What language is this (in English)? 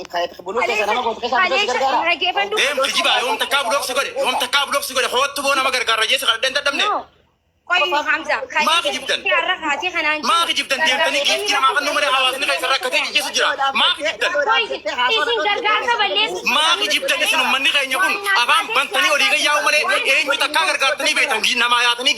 Oromo